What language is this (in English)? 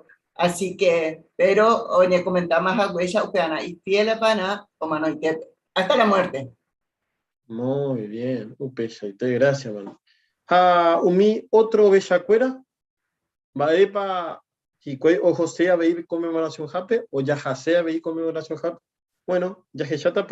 Guarani